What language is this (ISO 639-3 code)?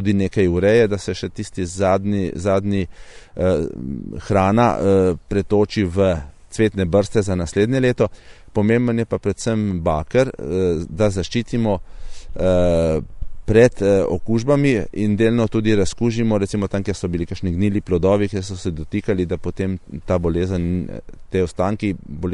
slv